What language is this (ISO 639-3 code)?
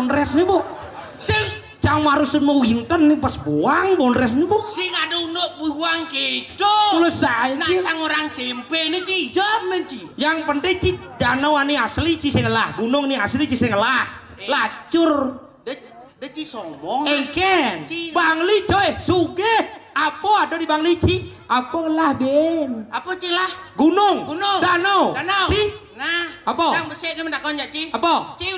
ban